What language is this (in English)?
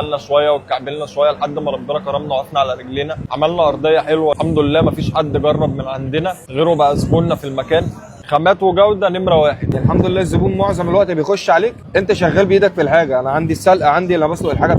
Egyptian Arabic